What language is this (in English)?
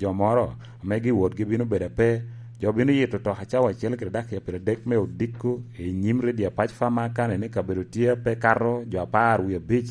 Lango (Uganda)